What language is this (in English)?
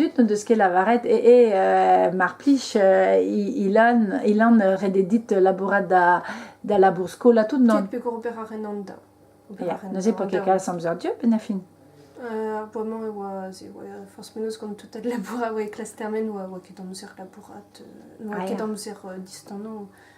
Breton